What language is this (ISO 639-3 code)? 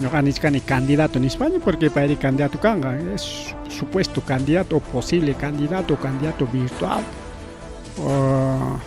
quy